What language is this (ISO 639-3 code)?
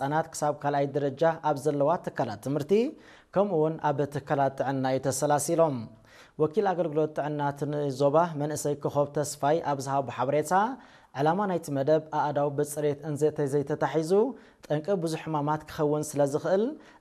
tir